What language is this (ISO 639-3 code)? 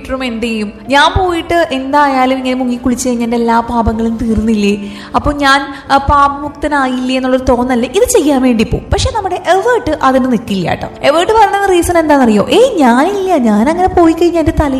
mal